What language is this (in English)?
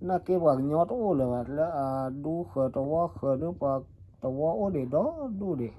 S'gaw Karen